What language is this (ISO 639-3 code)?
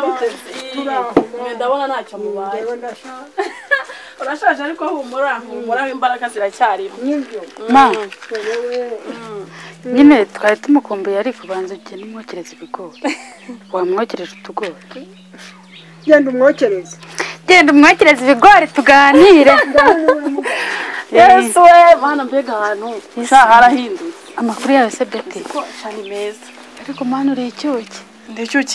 kin